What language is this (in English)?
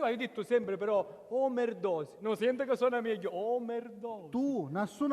Sicilian